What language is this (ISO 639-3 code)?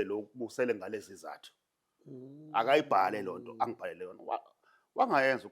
zul